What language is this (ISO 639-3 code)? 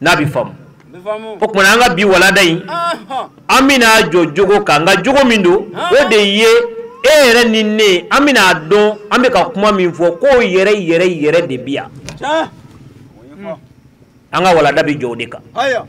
bam